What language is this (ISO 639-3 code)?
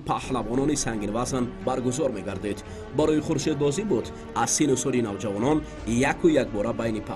tgk